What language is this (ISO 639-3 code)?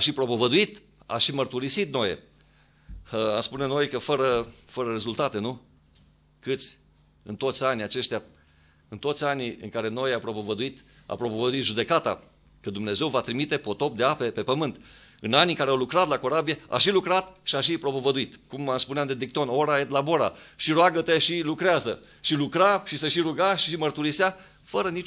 ron